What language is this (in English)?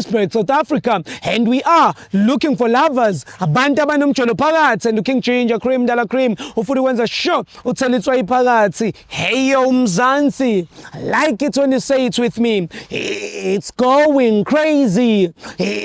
Zulu